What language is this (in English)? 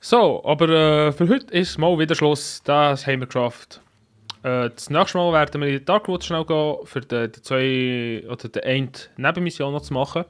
Swiss German